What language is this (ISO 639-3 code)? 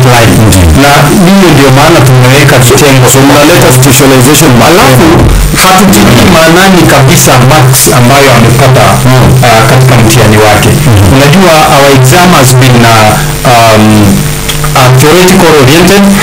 swa